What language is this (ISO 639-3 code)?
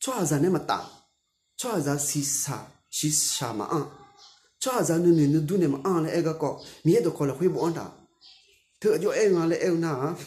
ahk